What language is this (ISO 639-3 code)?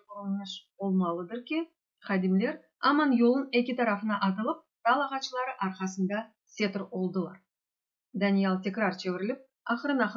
crh